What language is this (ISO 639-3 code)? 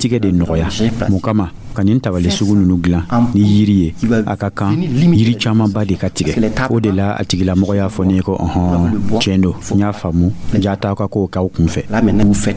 dyu